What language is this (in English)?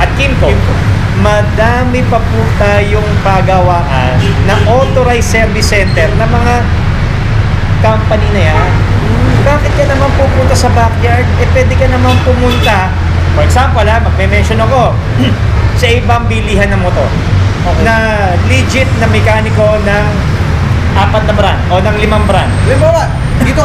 Filipino